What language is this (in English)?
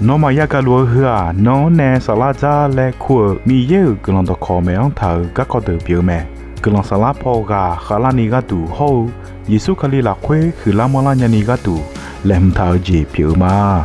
Akha